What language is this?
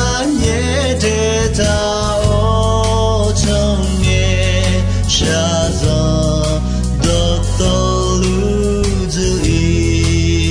Akha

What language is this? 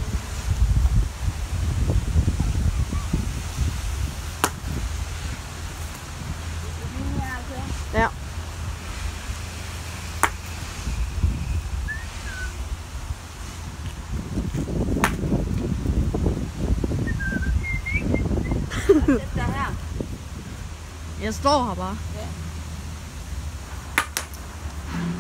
Danish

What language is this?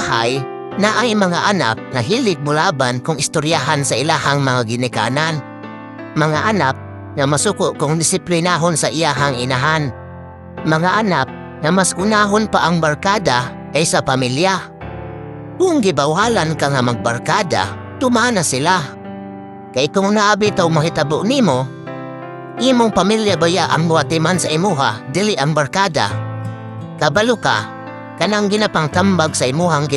Cebuano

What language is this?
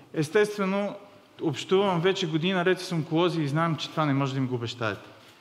Bulgarian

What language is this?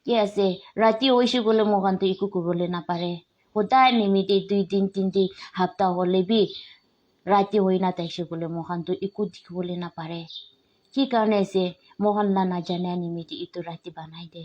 Naga Pidgin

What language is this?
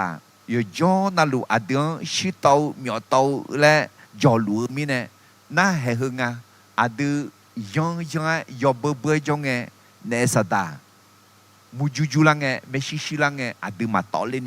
Akha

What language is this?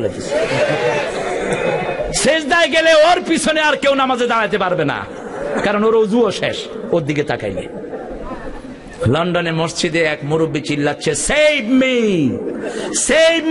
Bangla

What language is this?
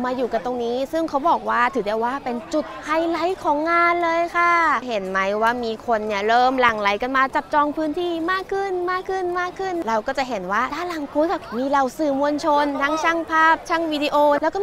Thai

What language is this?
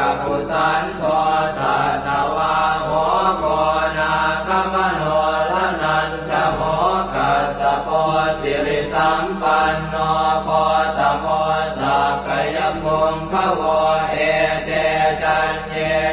Pali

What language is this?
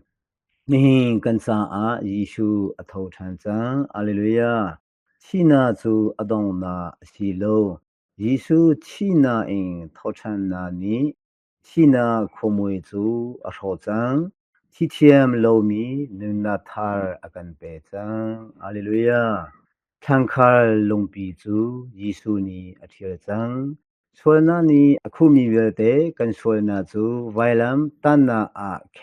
Hakha Chin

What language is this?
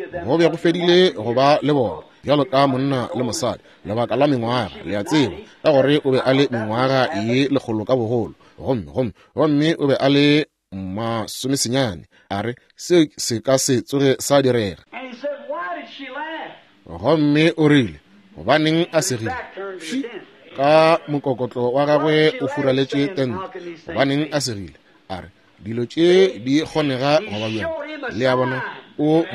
Northern Sotho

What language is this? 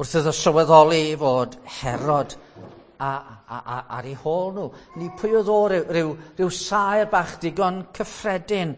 Welsh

